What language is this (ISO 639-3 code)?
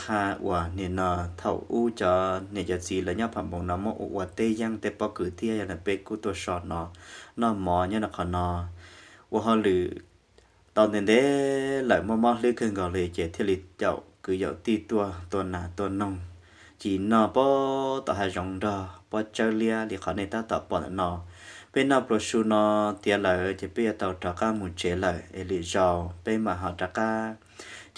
hmn